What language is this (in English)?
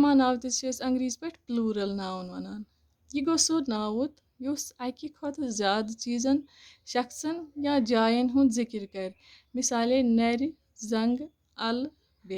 Kashmiri